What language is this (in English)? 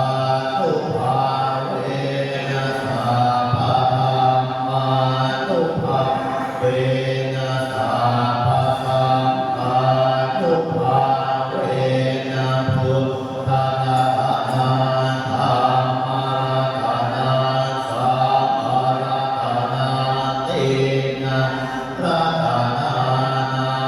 Pali